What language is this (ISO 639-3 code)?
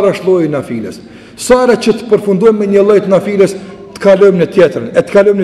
sqi